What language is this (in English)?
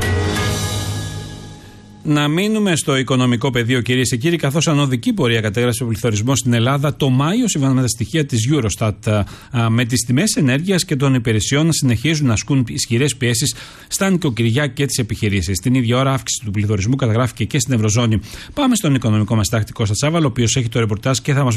Greek